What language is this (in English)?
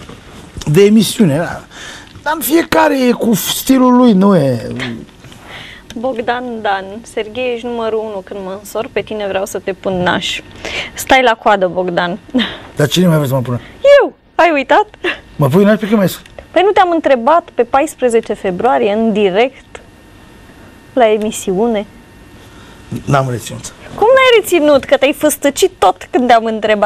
Romanian